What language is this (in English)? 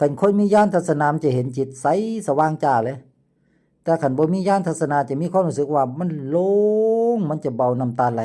Lao